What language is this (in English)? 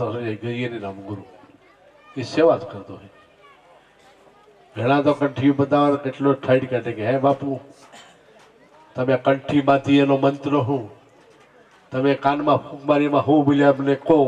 Gujarati